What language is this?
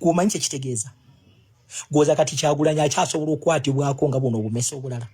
Ganda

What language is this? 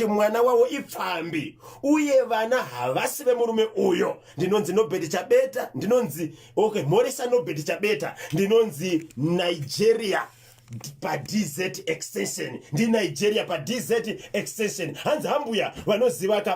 Shona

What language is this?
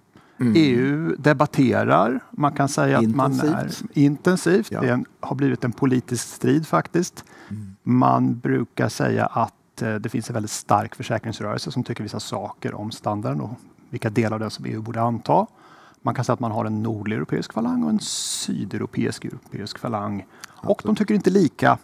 Swedish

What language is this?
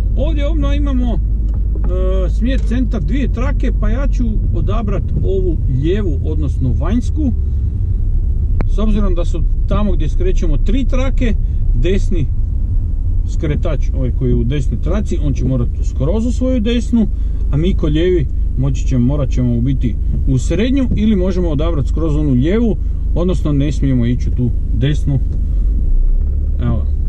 Croatian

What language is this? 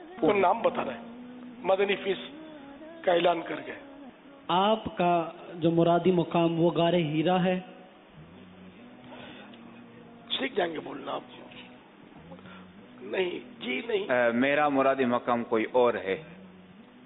Urdu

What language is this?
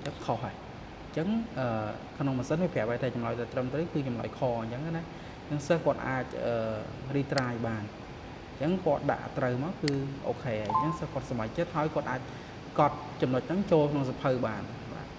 Khmer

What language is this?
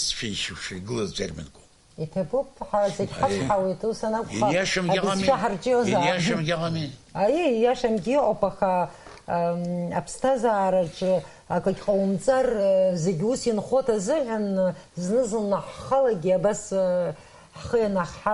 Abkhazian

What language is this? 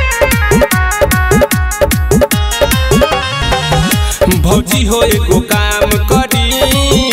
Bhojpuri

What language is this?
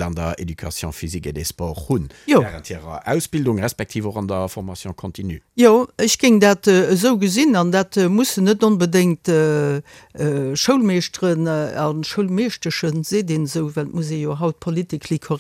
Luxembourgish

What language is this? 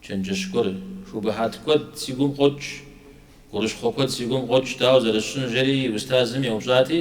Kabardian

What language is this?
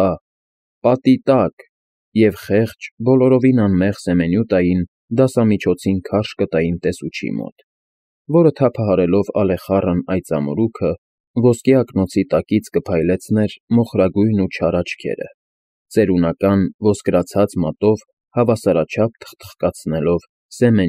Armenian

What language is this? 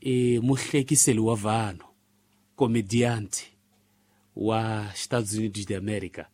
Tsonga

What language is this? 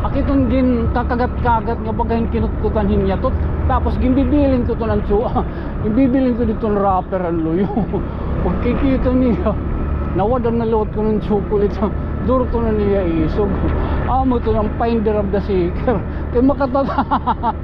Waray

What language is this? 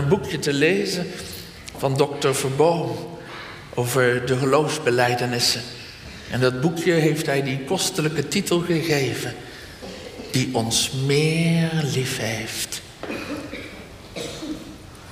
Dutch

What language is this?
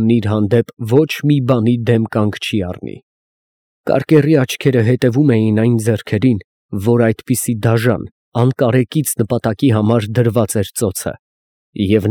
Armenian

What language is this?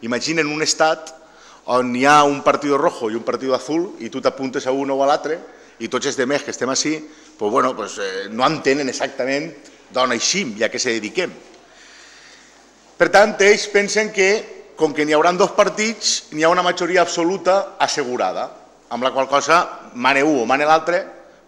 Catalan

